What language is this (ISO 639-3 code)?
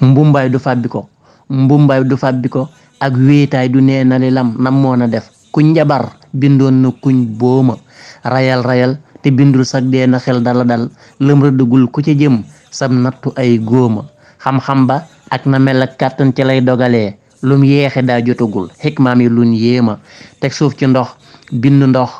wol